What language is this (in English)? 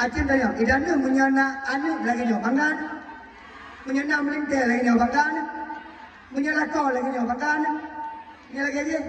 Achinese